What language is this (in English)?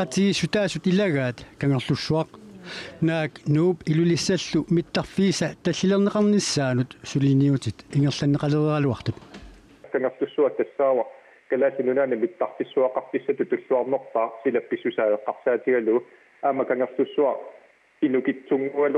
Kalaallisut